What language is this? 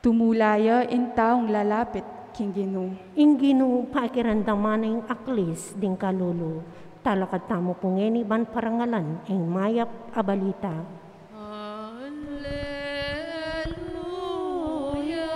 Pampanga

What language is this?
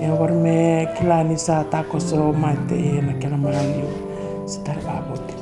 Fijian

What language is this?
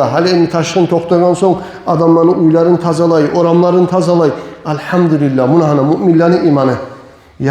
Kumyk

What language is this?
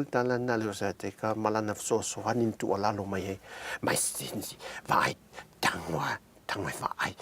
Samoan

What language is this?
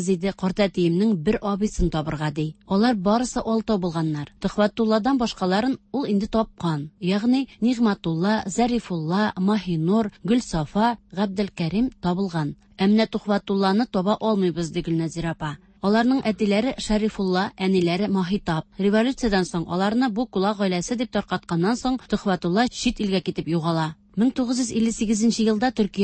Tatar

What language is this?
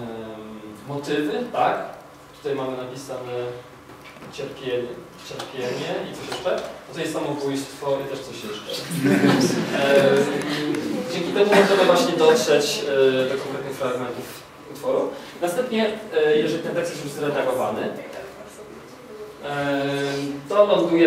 Polish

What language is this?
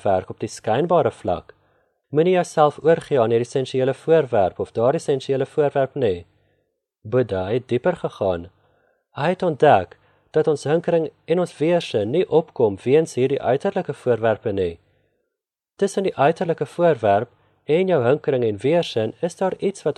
Afrikaans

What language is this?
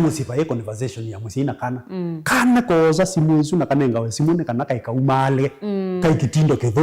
Kamba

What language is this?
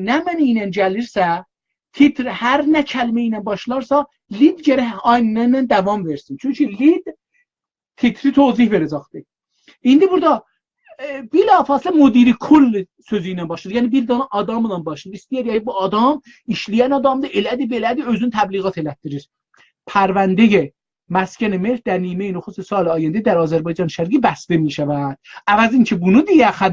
South Azerbaijani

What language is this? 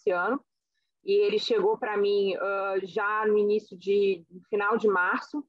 Portuguese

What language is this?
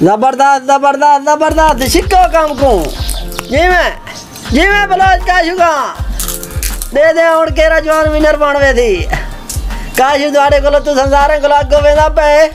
Saraiki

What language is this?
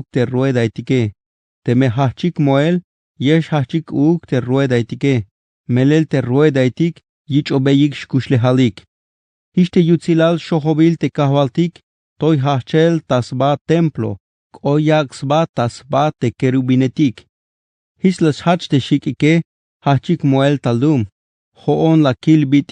Tzeltal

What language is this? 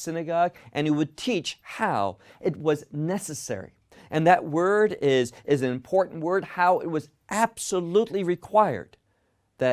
English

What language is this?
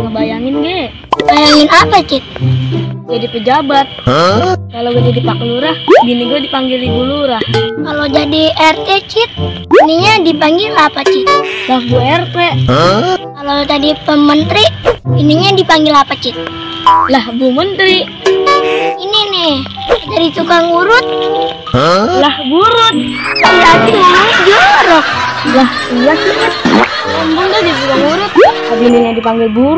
Betawi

